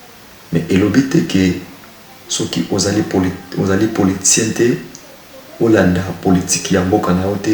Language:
Lingala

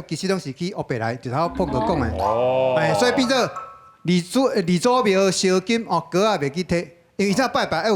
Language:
Min Nan Chinese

